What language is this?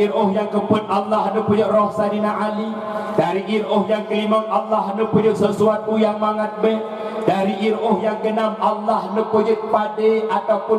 Achinese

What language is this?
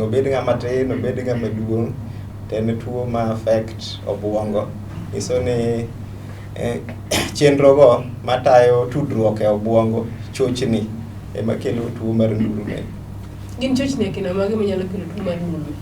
Luo (Kenya and Tanzania)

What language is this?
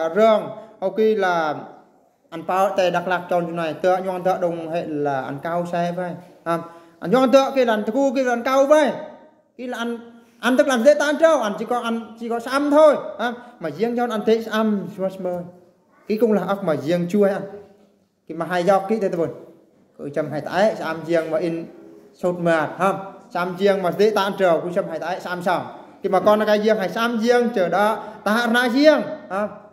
Eastern Bru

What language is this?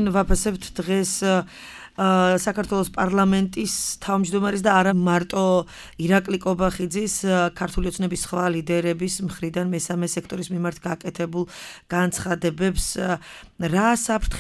Georgian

